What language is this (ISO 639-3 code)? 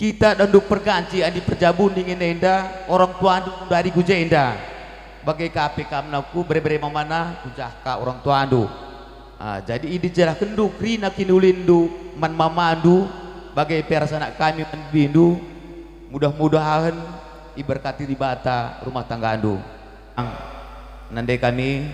btx